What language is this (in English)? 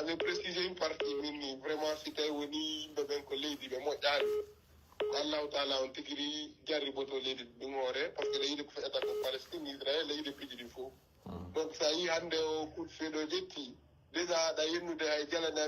Pular